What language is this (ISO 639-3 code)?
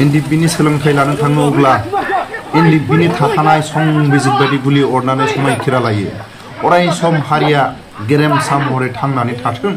brx